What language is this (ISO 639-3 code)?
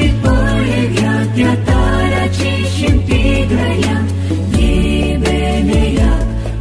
kok